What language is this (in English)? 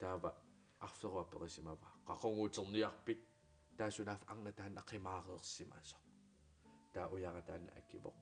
Kalaallisut